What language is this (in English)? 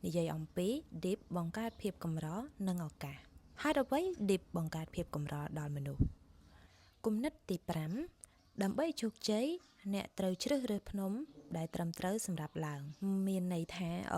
Khmer